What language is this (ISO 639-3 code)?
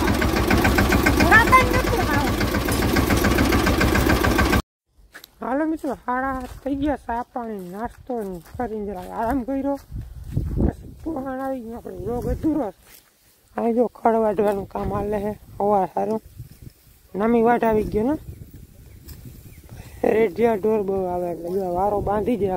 guj